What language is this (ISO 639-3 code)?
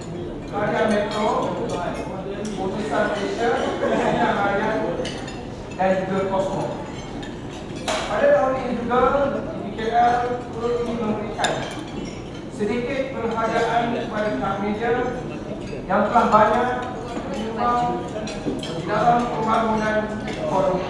msa